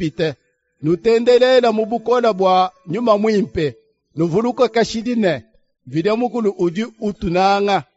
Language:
Luba-Lulua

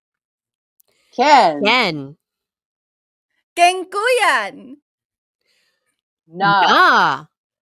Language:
Filipino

